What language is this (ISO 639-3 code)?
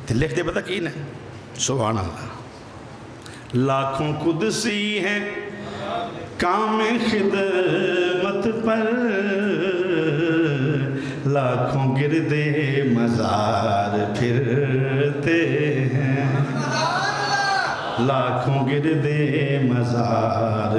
urd